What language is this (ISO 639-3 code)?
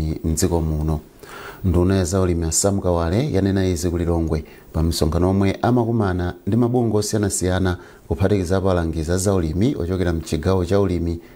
nya